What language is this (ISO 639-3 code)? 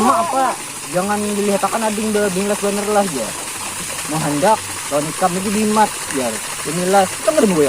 bjn